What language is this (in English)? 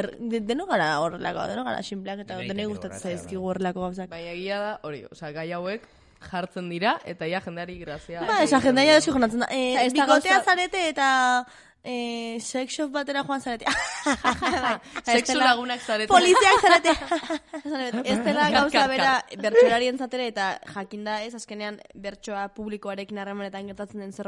Basque